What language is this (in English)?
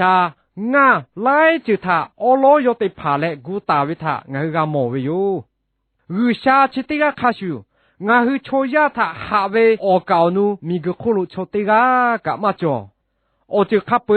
Lahu